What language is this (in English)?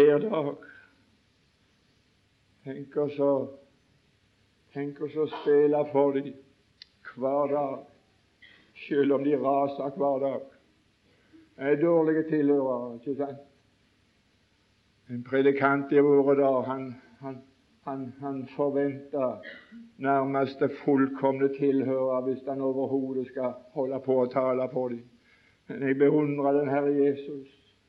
Norwegian